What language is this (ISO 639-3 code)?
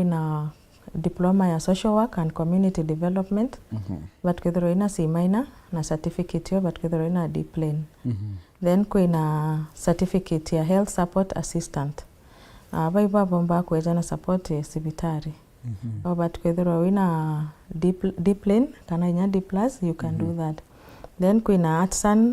mer